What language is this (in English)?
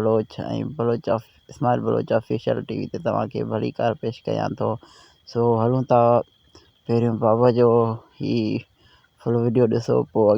Sindhi